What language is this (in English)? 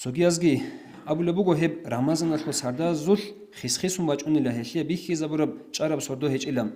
Avaric